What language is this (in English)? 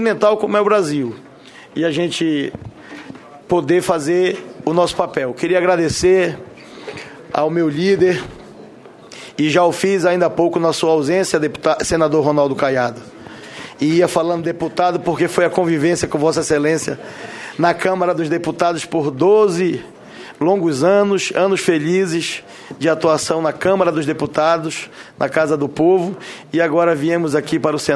Portuguese